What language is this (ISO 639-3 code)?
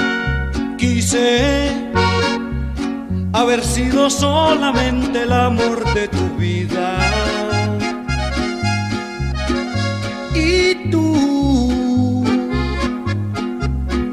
spa